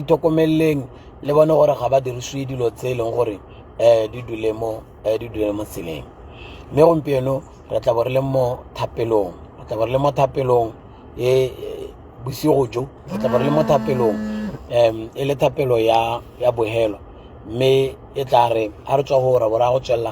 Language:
Tswana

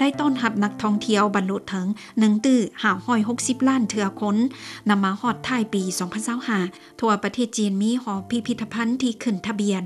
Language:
Lao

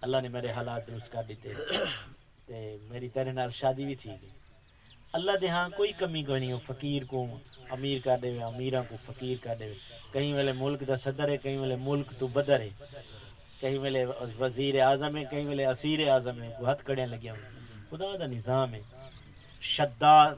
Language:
Saraiki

